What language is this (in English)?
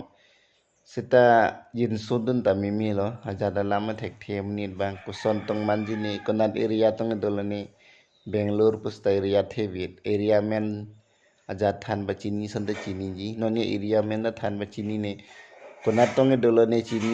Karbi